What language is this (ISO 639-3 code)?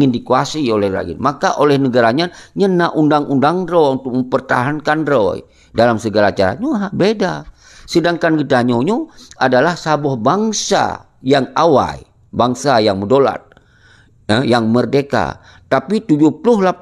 ace